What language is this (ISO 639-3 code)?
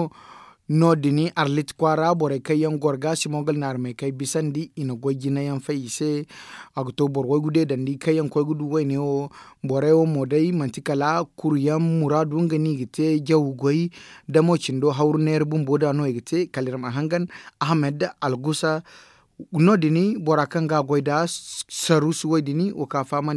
dje